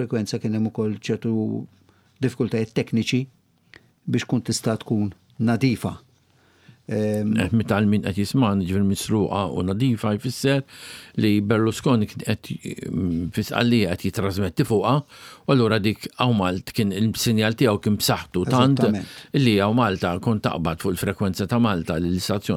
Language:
Maltese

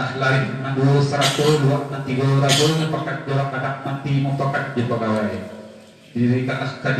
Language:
Minangkabau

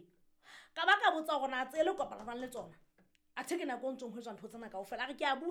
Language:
Southern Sotho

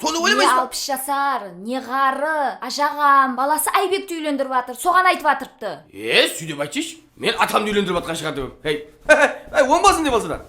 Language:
Kara-Kalpak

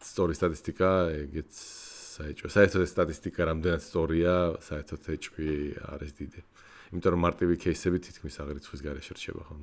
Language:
Georgian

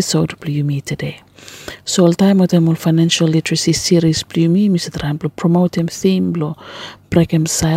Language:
Bislama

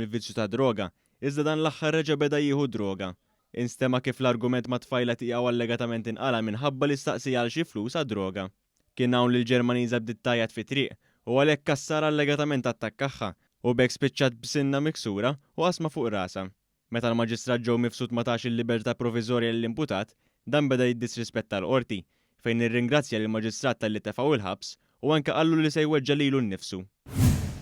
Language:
Maltese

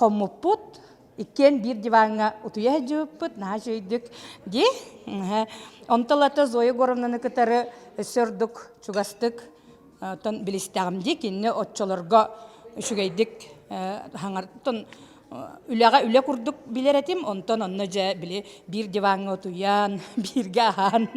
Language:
Yakut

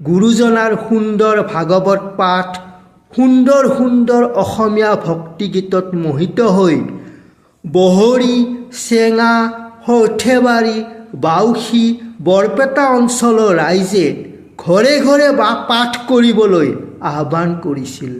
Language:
Assamese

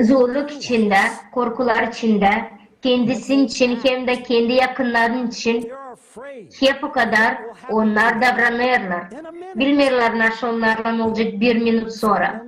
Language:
Gagauz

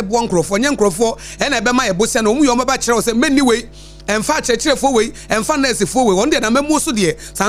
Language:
Akan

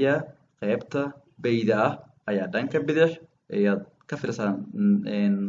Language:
Somali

